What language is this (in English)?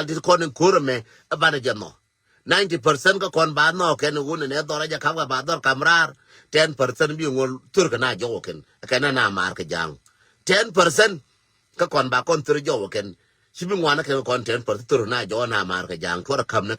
Nuer